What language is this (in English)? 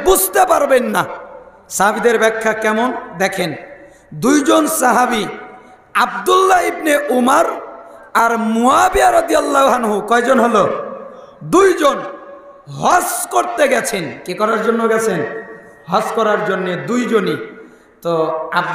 Bangla